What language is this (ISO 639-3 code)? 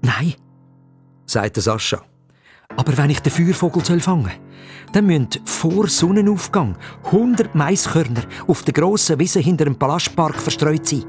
gsw